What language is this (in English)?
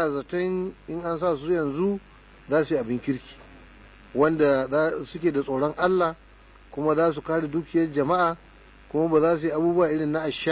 Hausa